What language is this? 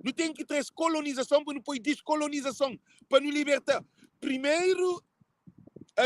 Kabuverdianu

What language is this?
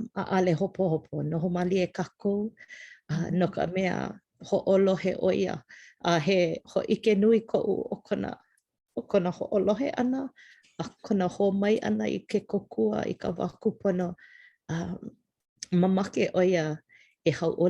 Hawaiian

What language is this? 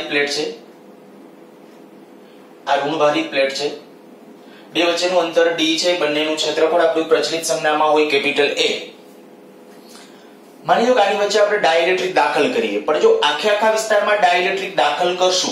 Gujarati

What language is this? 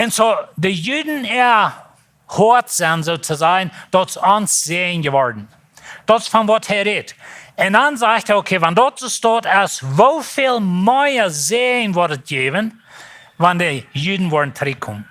Plautdietsch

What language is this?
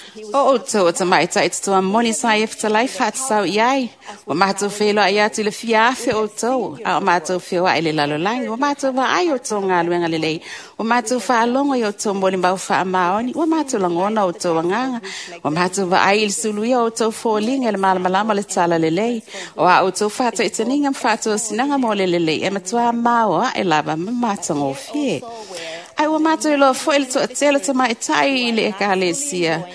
Samoan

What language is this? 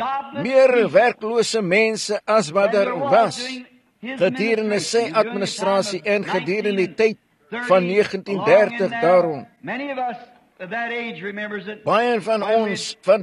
Afrikaans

